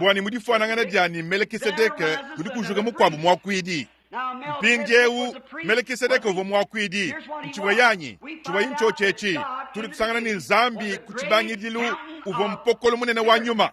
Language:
Luba-Lulua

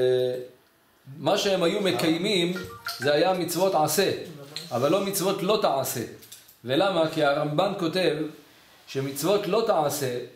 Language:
Hebrew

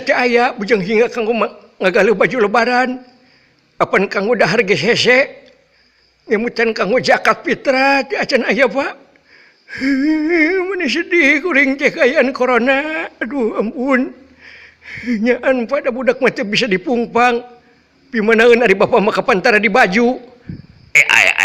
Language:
Sundanese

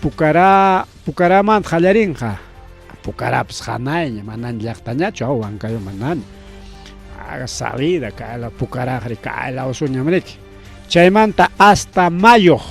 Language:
Ayacucho Quechua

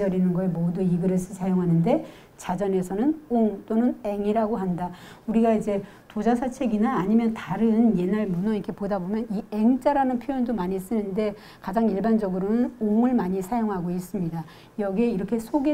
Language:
Korean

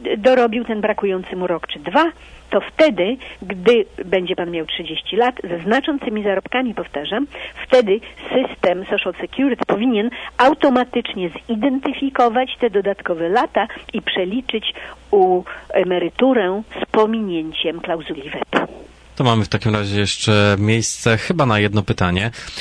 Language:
Polish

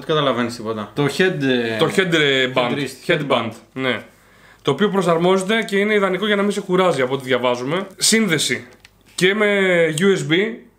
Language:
Greek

